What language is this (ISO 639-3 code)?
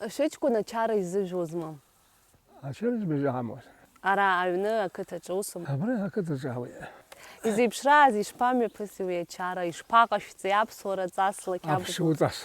abk